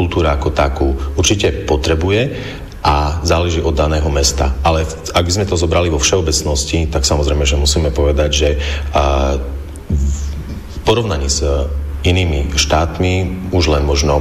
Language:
Slovak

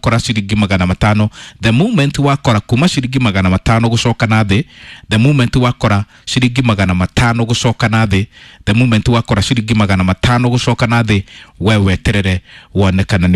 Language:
Kikuyu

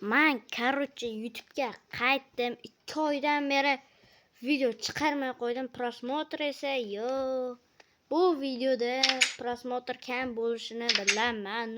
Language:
Uzbek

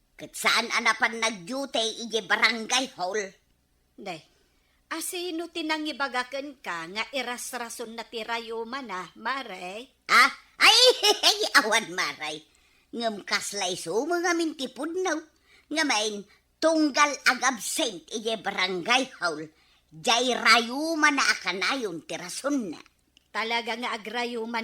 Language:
Iloko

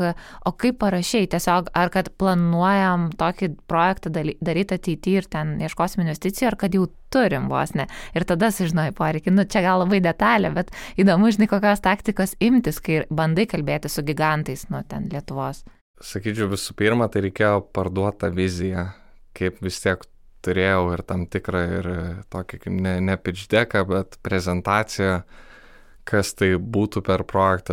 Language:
Lithuanian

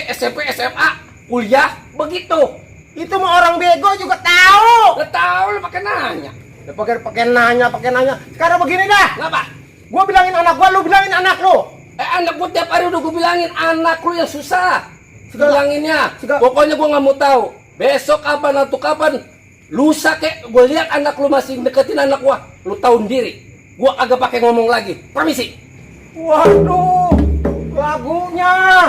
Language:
Betawi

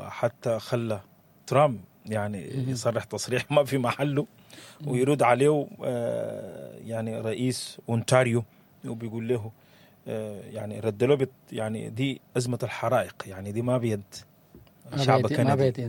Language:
Sudanese Arabic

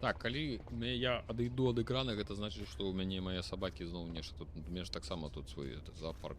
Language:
Belarusian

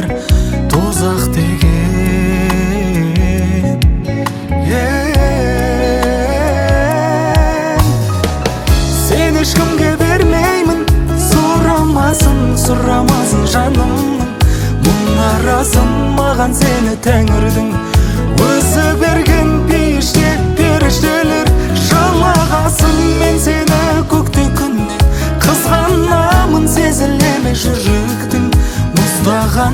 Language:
Kazakh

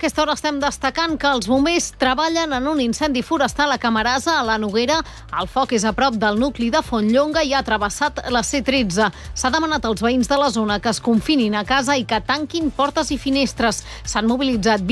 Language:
Catalan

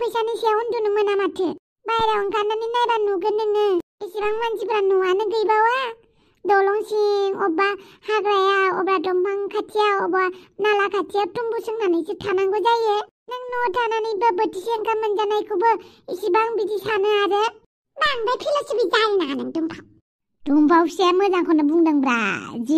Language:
Bodo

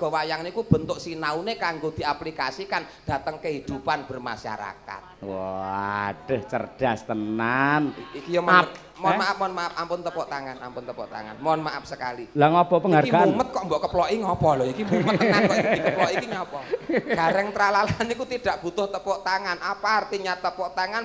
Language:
Javanese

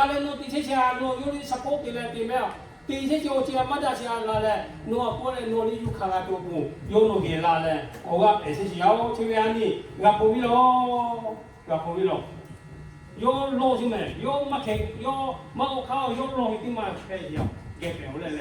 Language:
Lahu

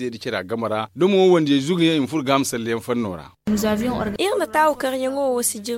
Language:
Zarma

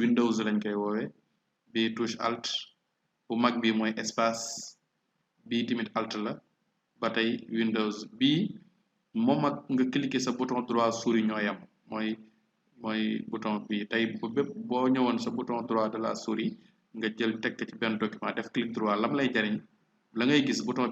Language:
Wolof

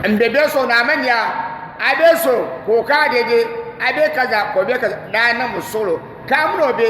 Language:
Dagbani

